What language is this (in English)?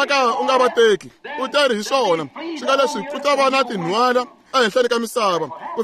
Tsonga